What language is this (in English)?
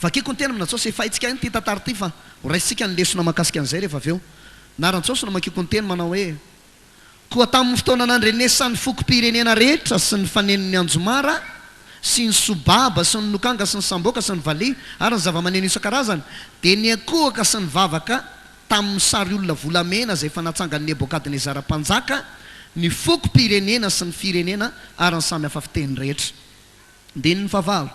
Malagasy